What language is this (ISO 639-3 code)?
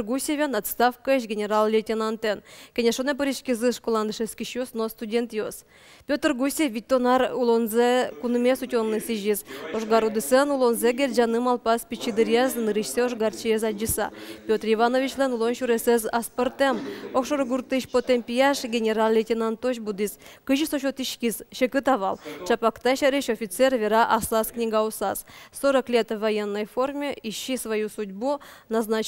udm